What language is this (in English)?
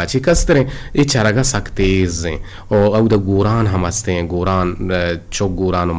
Eastern Balochi